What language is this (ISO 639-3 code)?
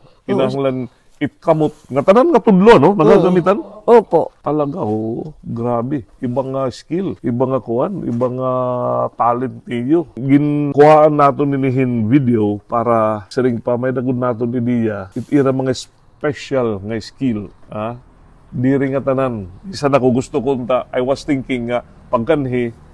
war